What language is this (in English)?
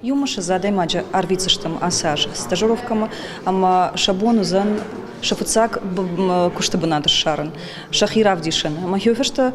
Ossetic